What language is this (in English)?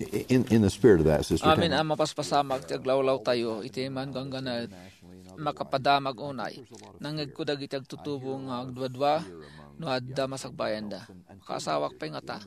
Iloko